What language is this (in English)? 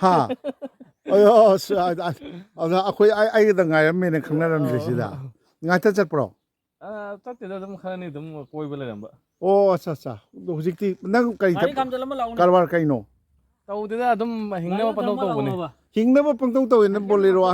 Manipuri